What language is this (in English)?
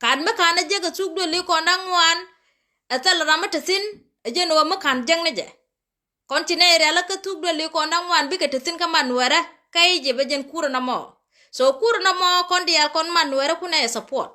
Nuer